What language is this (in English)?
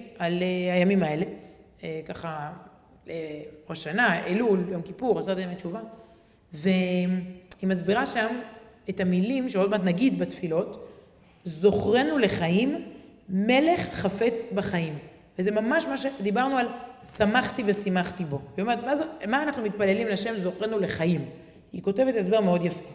Hebrew